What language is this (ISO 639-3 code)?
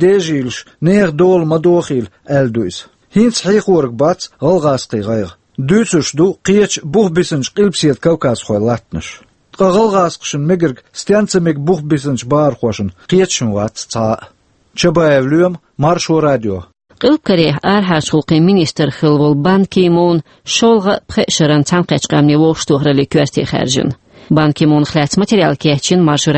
che